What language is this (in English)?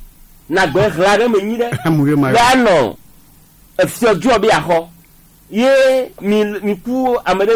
Gen